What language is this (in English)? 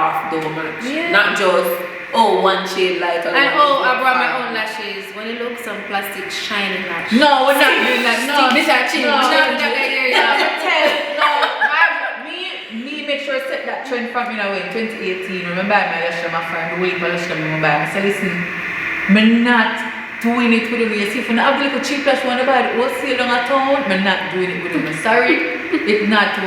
Jamaican Creole English